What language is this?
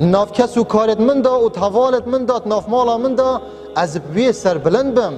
Kurdish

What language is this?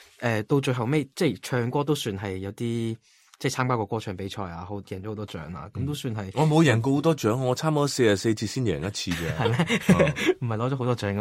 Cantonese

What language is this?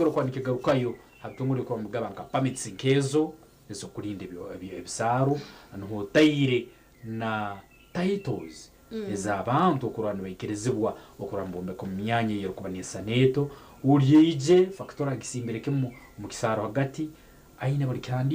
Nyankole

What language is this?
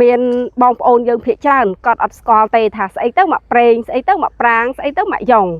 Khmer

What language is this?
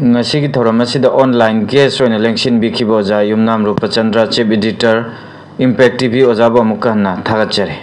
Manipuri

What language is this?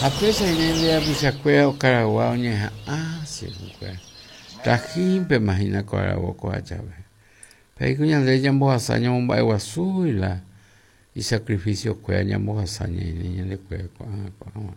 Guarani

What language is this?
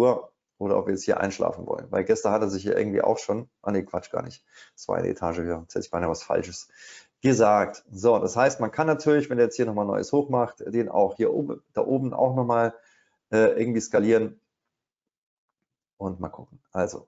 German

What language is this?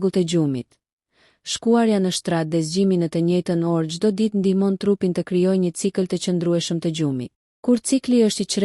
Albanian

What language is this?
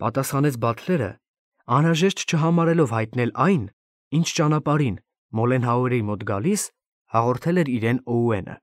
Armenian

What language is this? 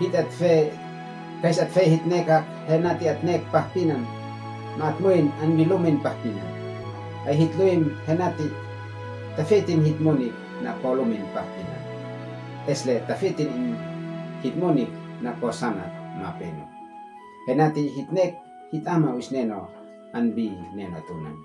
Uab Meto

